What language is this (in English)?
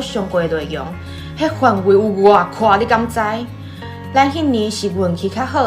Min Nan Chinese